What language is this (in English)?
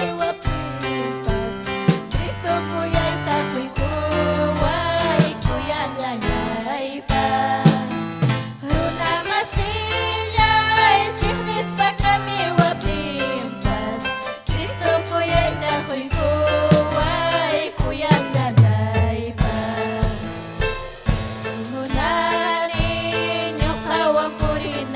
Ayacucho Quechua